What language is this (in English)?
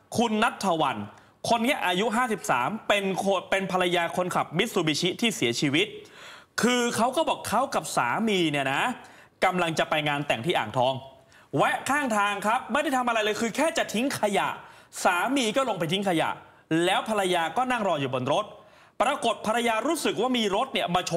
Thai